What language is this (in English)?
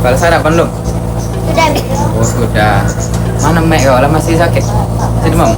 Musi